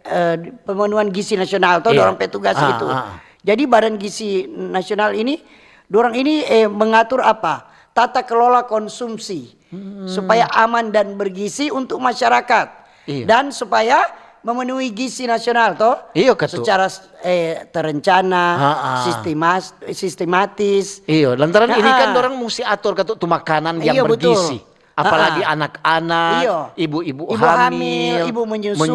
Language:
Manado Malay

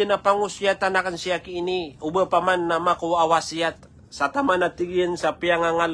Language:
Maranao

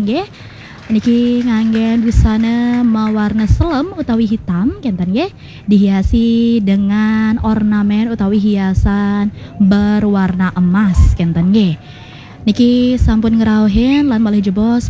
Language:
Balinese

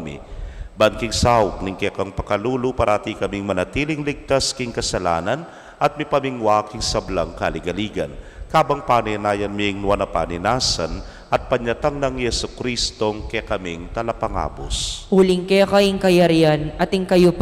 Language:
Pampanga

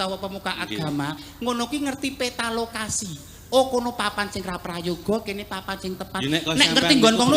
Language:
Javanese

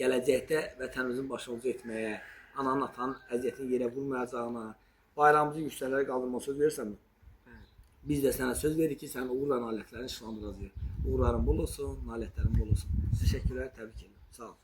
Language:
Azerbaijani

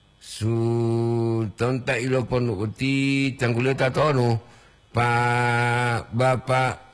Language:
Gorontalo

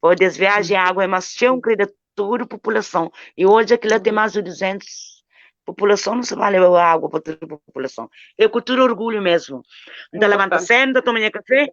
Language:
Kabuverdianu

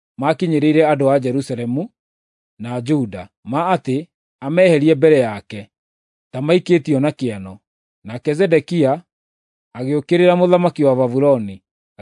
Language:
Kikuyu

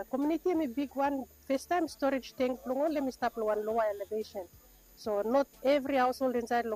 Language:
Bislama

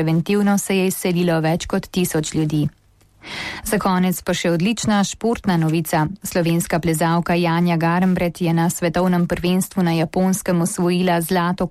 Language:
Slovenian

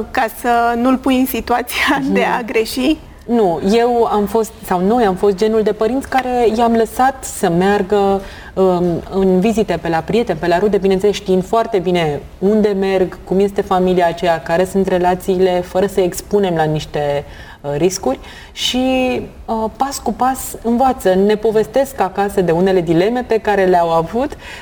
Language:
Romanian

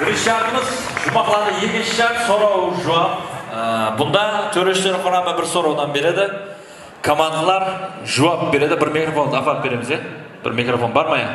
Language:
Kara-Kalpak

